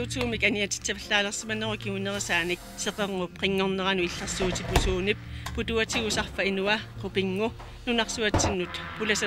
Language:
Kalaallisut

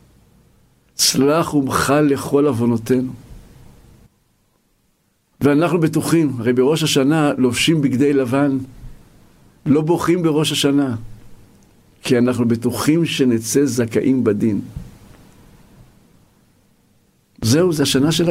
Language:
Hebrew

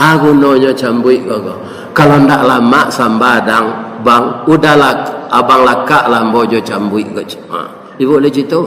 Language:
Minangkabau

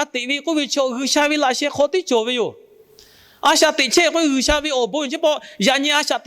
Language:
Lahu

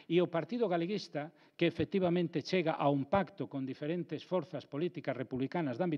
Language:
Galician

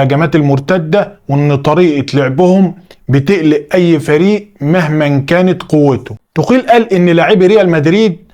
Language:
Egyptian Arabic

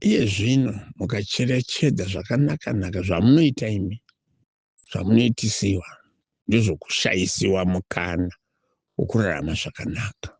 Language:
Shona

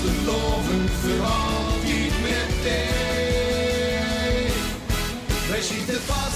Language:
Limburgish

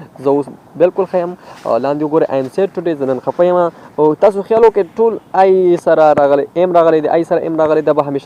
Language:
Pashto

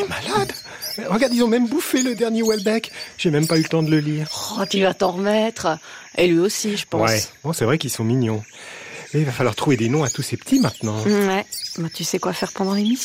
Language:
French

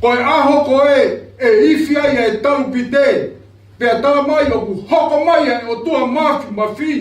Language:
Tongan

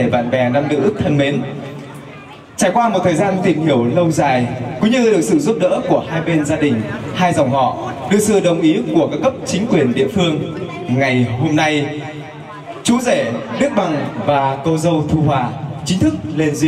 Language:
Vietnamese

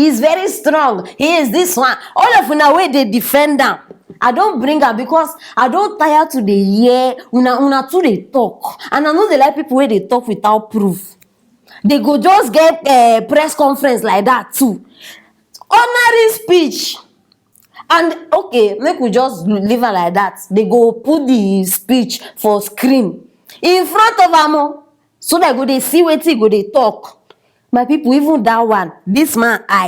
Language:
Nigerian Pidgin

